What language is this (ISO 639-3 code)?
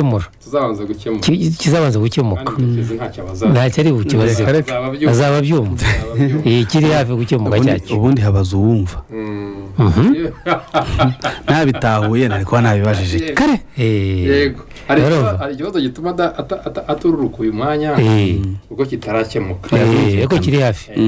kin